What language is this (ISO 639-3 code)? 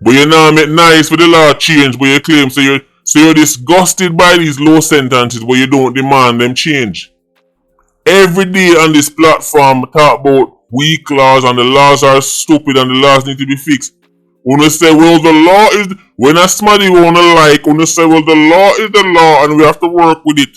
jam